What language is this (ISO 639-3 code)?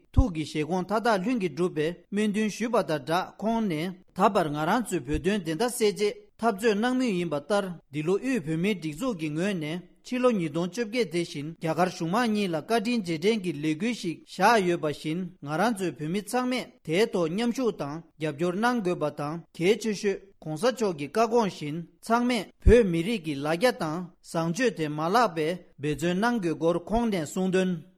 bod